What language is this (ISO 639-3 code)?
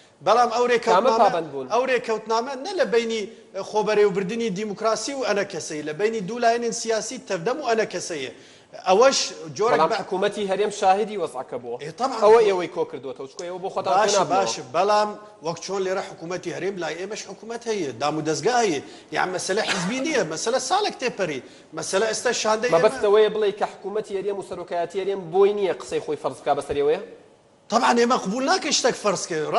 ckb